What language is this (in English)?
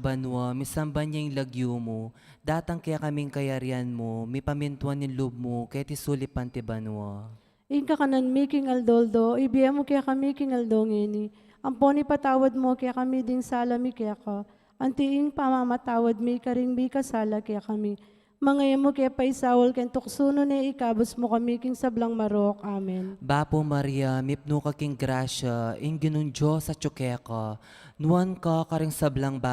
Pampanga